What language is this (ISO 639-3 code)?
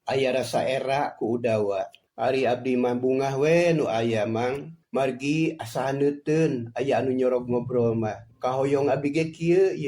sun